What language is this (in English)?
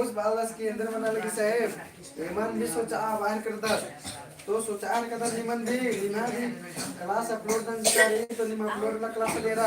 Kurukh